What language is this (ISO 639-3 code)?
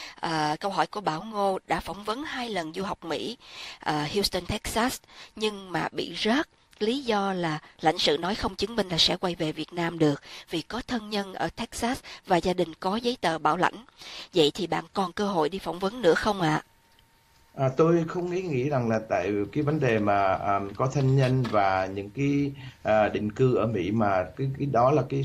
vie